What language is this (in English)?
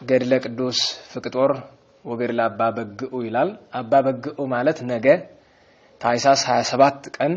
Amharic